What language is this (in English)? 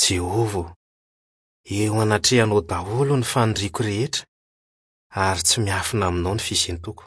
Malagasy